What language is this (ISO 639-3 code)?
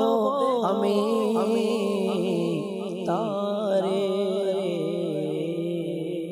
ben